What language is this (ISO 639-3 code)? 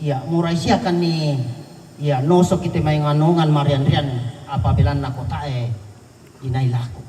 sda